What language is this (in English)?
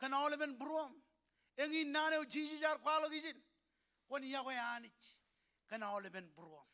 Marshallese